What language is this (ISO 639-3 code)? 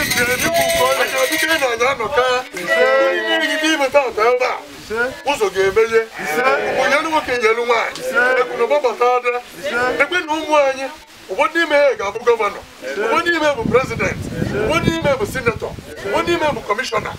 ibo